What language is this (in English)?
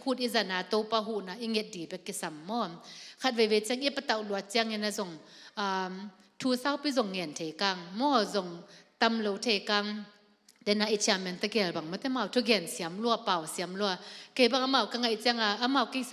Tedim Chin